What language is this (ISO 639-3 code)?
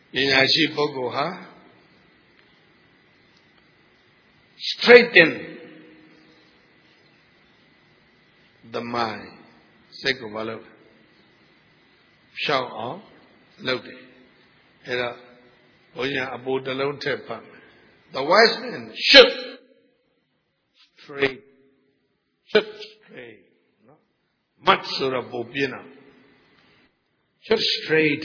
mya